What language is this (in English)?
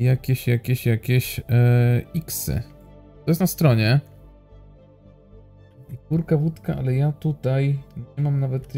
Polish